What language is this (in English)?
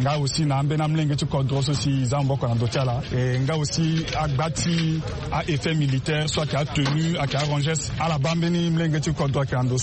Sango